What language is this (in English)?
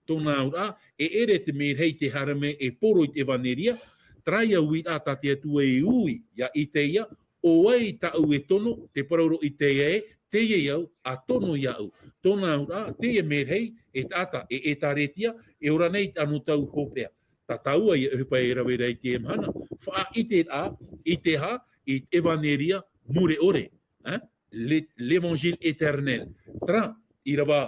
Tahitian